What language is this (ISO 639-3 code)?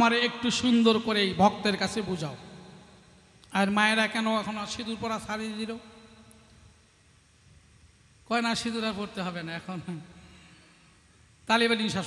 ben